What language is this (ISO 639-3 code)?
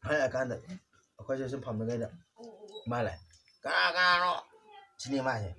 mni